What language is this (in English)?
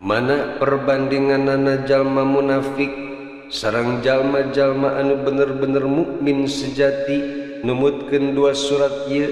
Sundanese